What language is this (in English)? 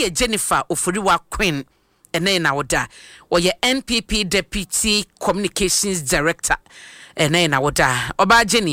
Akan